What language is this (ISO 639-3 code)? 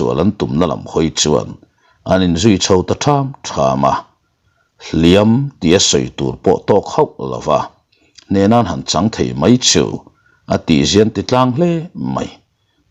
lus